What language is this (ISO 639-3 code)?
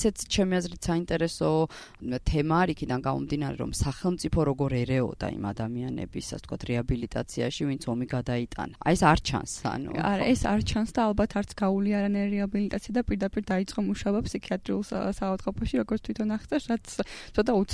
kat